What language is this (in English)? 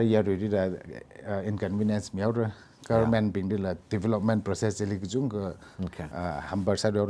Tangkhul Naga (India)